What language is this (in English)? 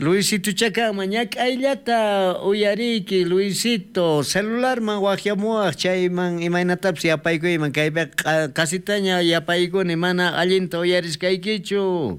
South Bolivian Quechua